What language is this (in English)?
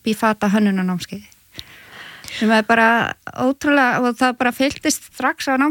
Icelandic